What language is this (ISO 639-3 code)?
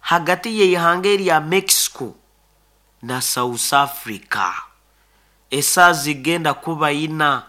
nyn